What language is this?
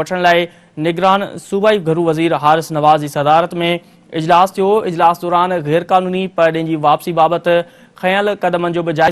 Sindhi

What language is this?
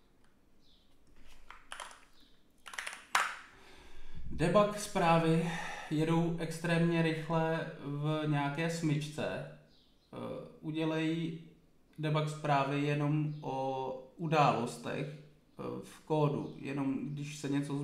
Czech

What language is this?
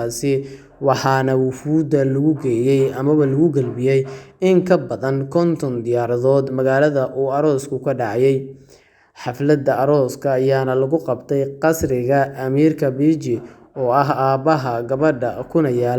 Somali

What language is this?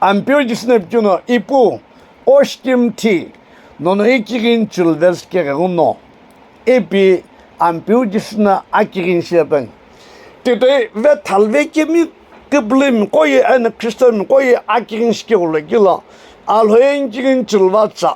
Sumi Naga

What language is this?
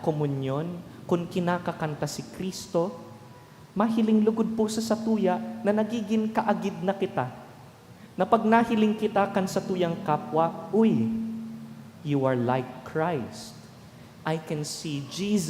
Bikol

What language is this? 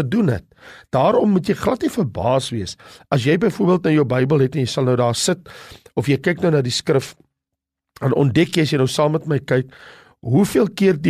Afrikaans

